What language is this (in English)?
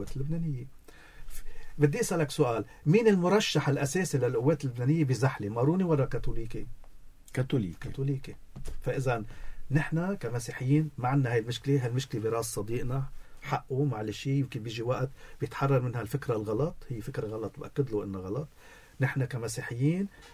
North Levantine Arabic